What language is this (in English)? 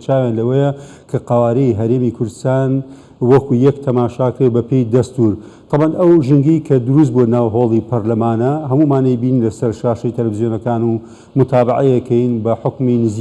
Central Kurdish